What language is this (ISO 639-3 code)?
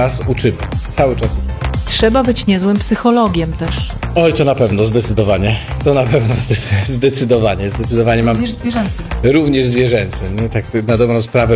pol